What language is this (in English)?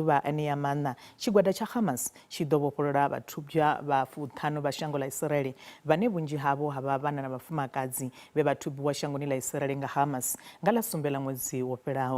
Venda